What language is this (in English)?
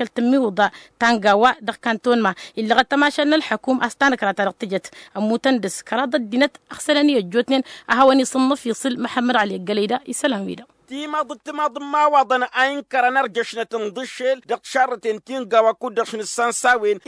Tamasheq